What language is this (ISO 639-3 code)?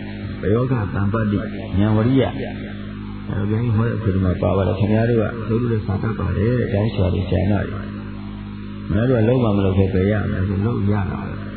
mya